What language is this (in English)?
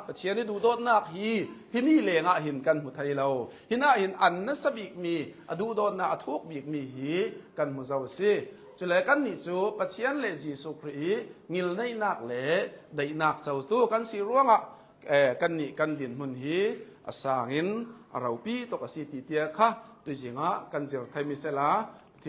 Hakha Chin